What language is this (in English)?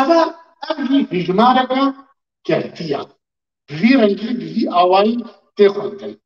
Kurdish